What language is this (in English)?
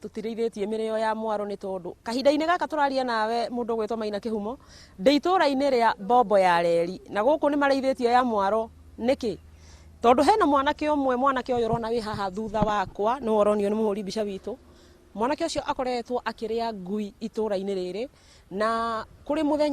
Kikuyu